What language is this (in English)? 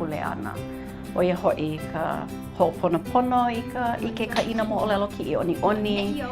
Hawaiian